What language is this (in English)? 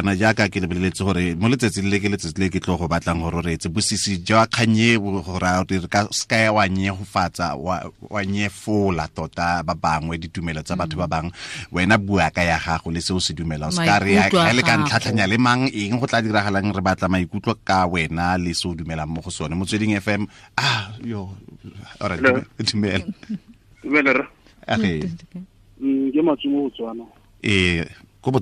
Tswana